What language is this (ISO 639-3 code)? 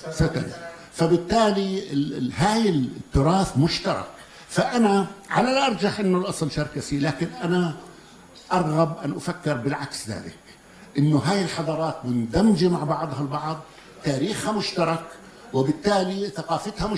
apc